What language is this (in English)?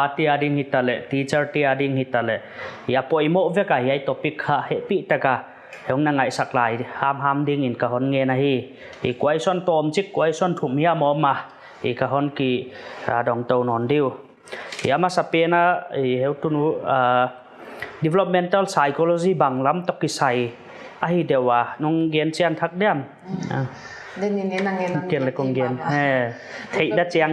Paite Chin